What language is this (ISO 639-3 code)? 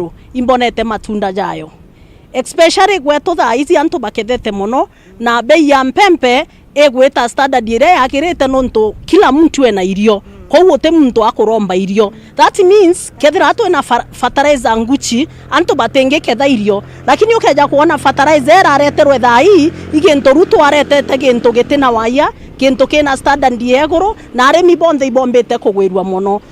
mer